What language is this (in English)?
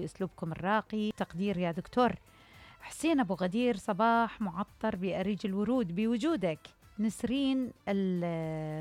Mesopotamian Arabic